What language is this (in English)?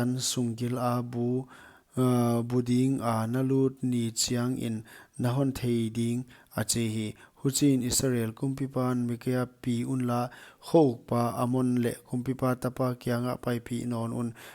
Paite Chin